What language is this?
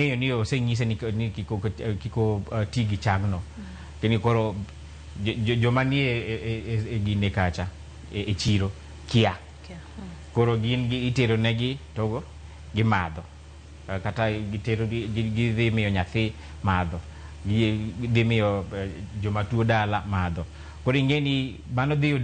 Luo (Kenya and Tanzania)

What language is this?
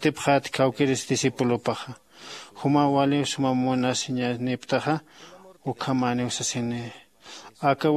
Aymara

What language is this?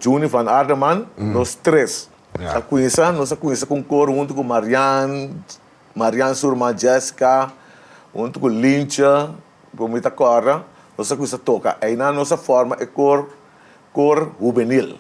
Papiamento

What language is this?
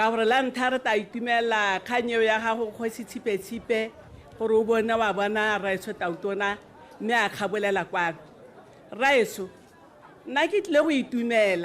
Tswana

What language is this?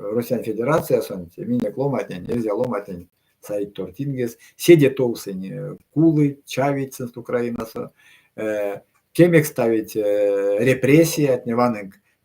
Erzya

